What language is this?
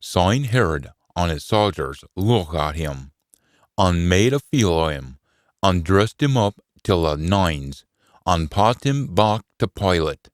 Scots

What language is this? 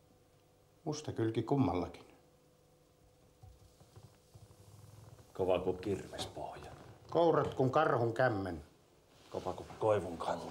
Finnish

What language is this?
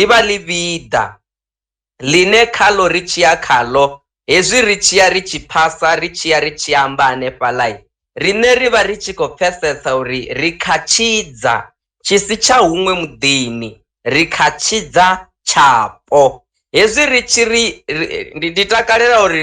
Venda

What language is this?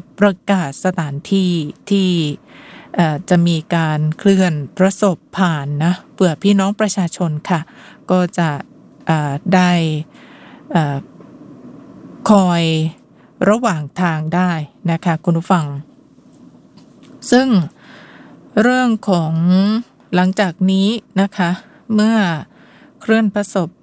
Thai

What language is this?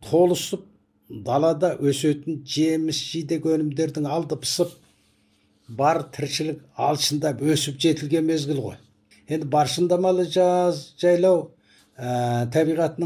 Kazakh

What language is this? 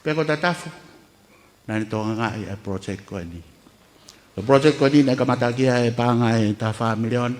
Tongan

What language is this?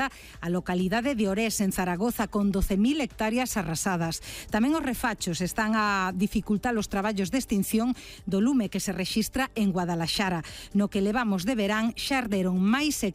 Galician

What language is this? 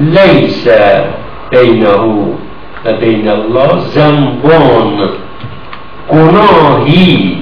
Persian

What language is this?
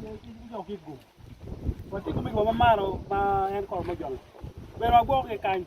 Acoli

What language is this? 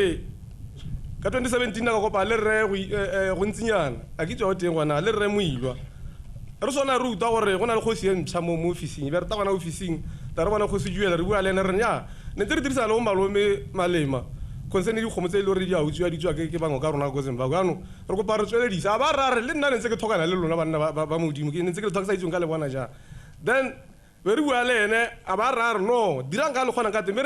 Tswana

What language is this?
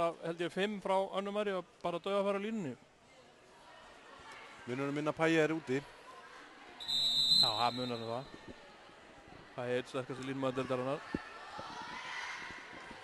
Icelandic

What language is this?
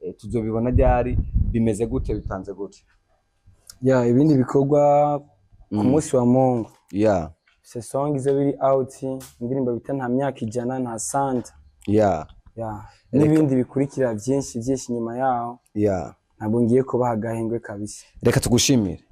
Rundi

